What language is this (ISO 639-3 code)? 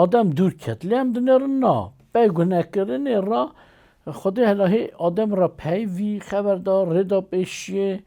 kur